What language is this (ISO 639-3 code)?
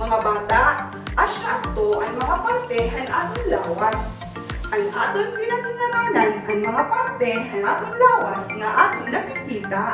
war